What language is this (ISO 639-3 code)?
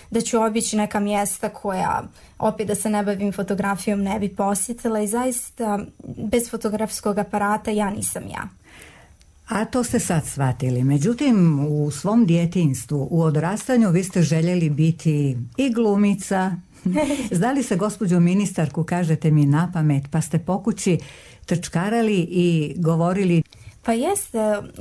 hrv